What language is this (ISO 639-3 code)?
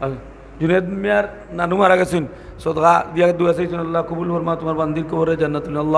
syl